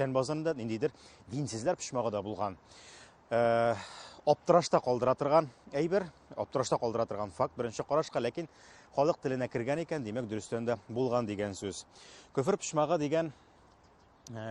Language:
Tatar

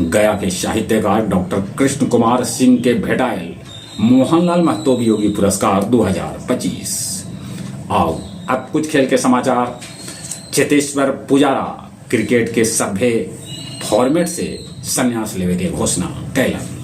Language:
Magahi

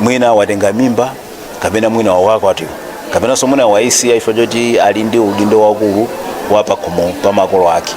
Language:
Nyanja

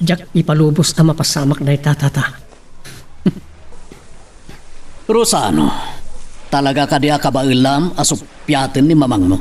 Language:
Iloko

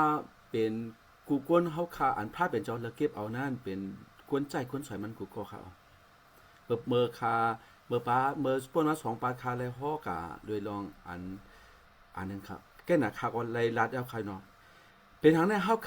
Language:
Shan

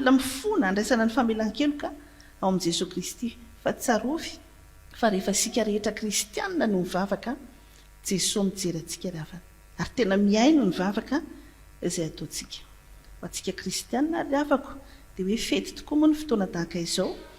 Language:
Malagasy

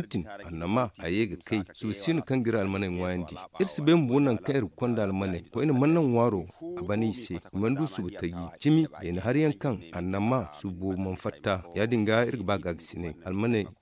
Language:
Zarma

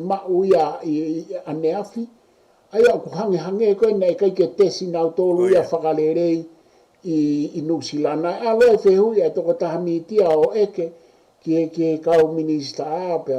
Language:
Tongan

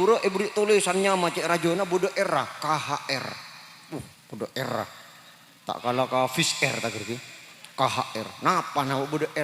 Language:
Madurese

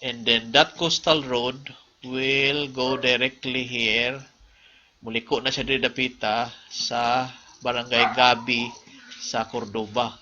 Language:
Cebuano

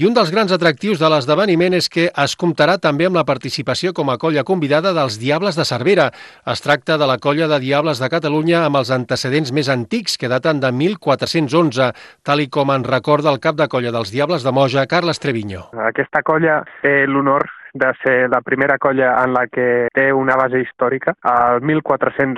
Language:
Catalan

